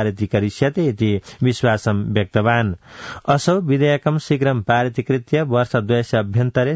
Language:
Sanskrit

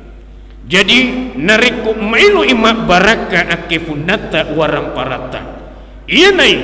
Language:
Buginese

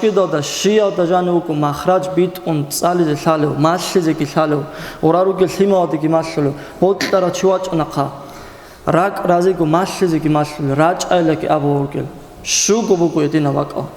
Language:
Avaric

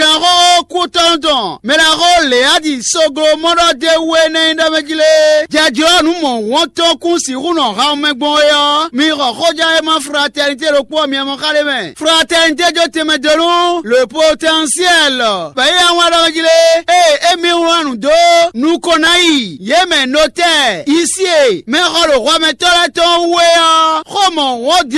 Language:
Fon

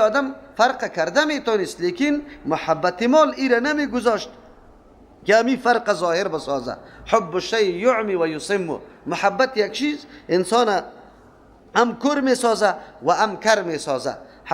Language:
Persian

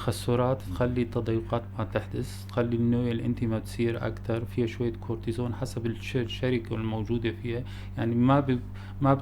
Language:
North Levantine Arabic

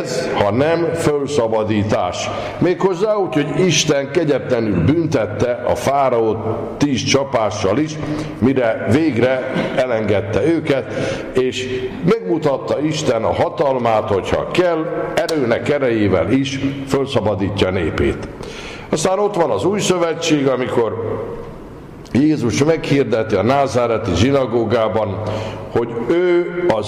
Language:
Hungarian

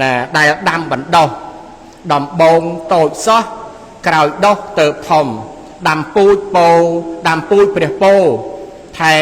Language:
Khmer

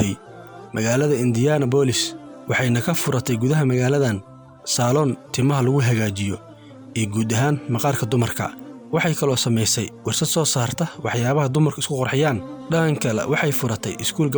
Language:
Somali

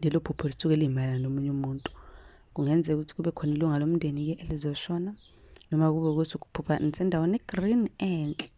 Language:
Zulu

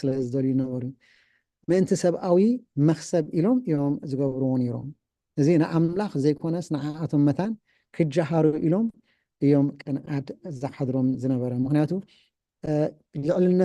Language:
Tigrinya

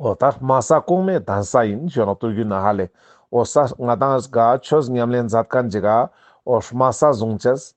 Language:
Ladakhi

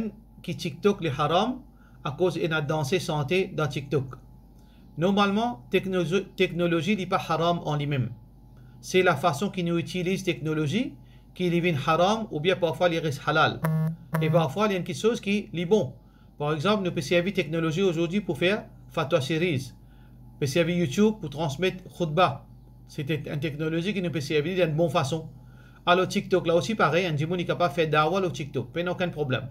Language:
Morisyen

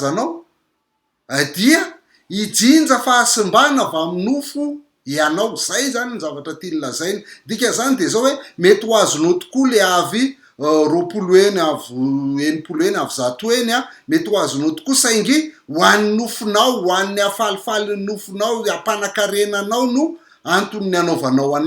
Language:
Malagasy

